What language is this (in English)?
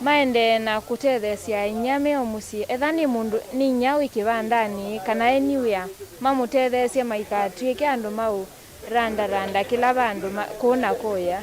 Kamba